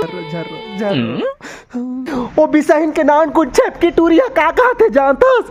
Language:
Chhattisgarhi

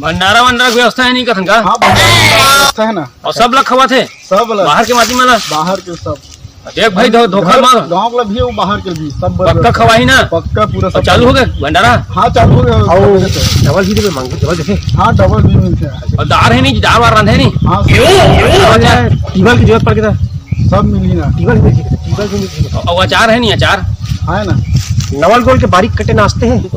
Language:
Chhattisgarhi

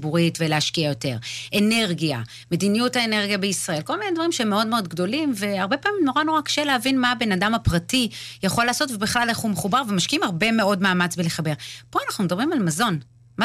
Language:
Hebrew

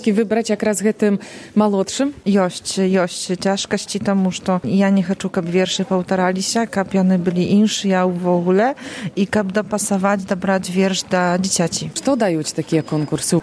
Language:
Belarusian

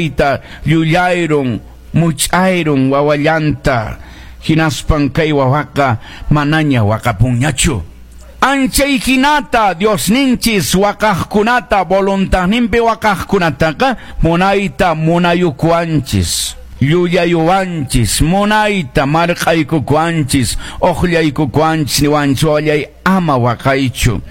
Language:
Quechua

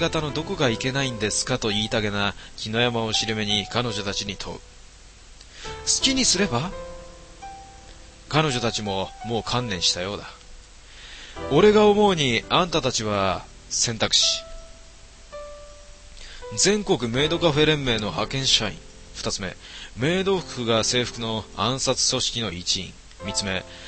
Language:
Japanese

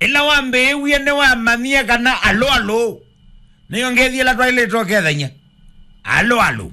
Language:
Kamba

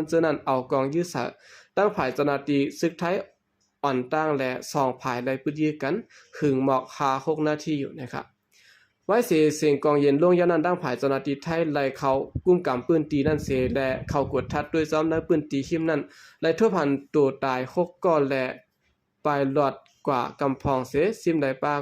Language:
Shan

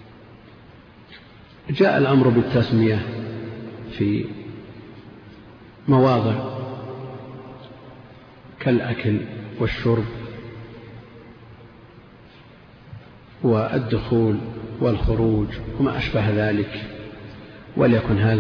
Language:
Arabic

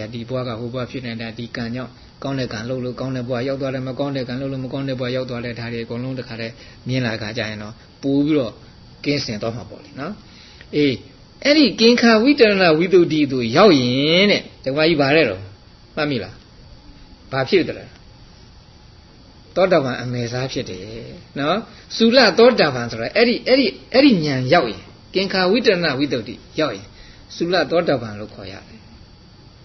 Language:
Burmese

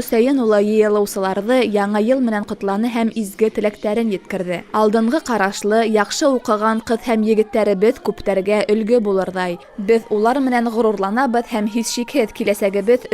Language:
Bashkir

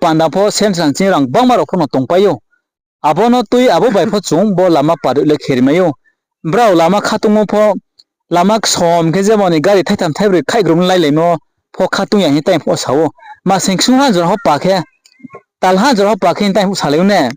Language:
Riang (India)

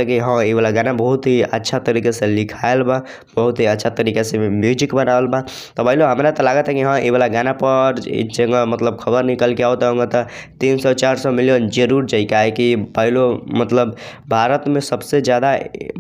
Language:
Bhojpuri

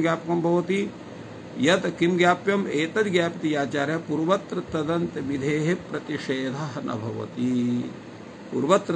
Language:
Sanskrit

